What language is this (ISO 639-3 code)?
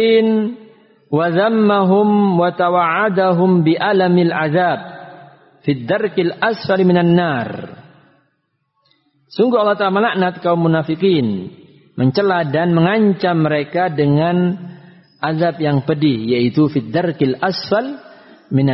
ind